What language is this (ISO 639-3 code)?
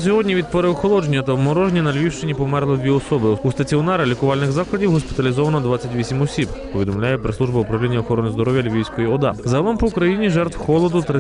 ukr